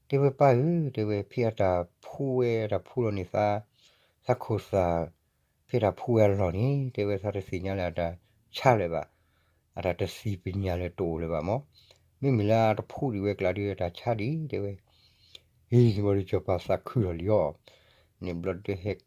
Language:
S'gaw Karen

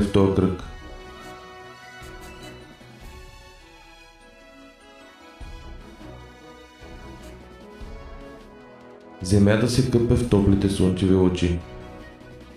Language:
Bulgarian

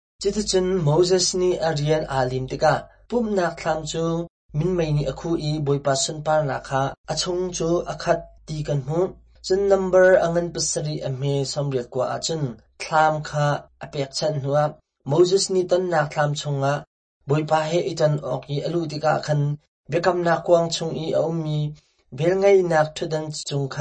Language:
Hakha Chin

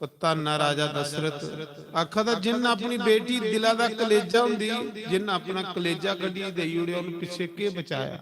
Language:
Dogri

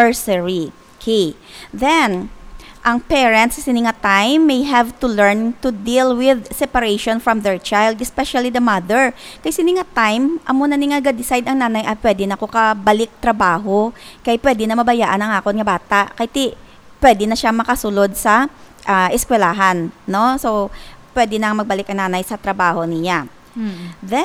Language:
Hiligaynon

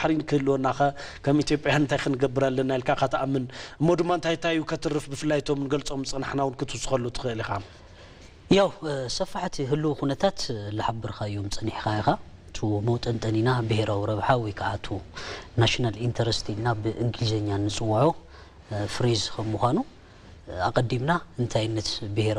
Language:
Tigrinya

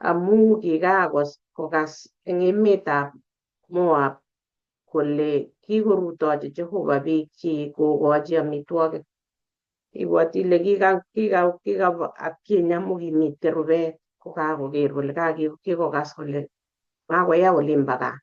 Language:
Kalenjin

